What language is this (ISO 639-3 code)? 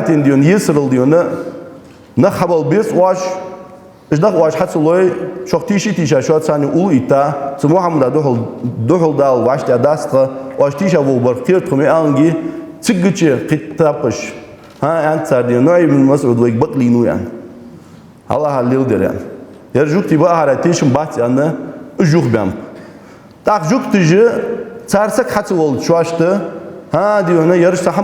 inh